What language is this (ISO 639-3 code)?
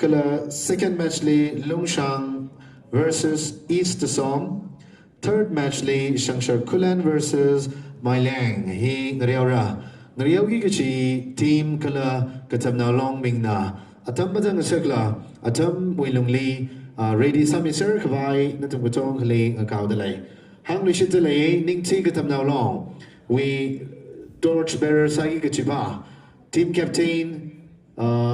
nmf